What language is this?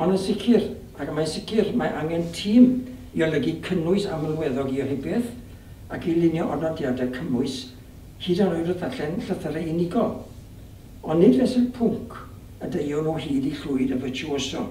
Welsh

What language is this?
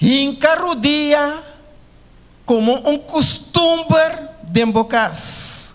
Papiamento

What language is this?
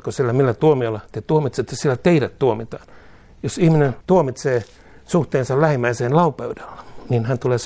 Finnish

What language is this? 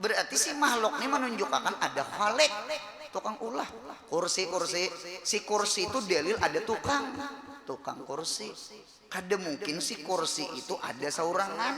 Banjar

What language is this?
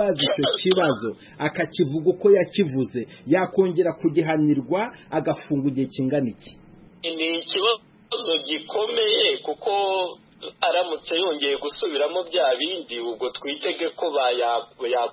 Kinyarwanda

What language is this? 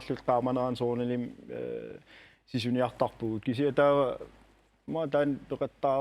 Kalaallisut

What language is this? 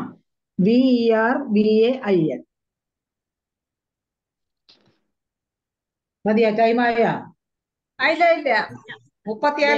Malayalam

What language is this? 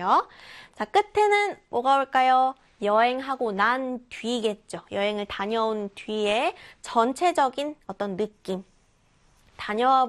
Korean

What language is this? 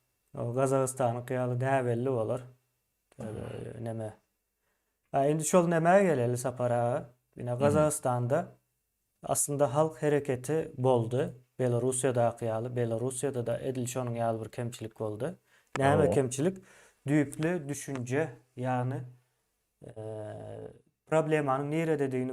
Turkmen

